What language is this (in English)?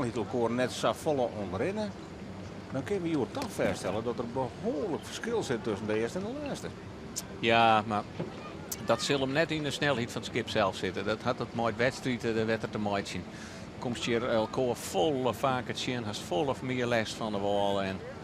Western Frisian